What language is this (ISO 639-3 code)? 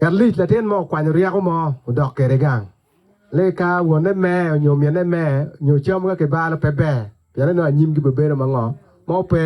ach